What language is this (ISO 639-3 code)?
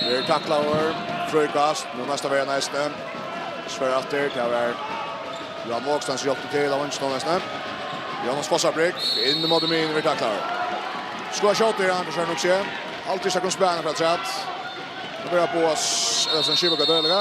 fao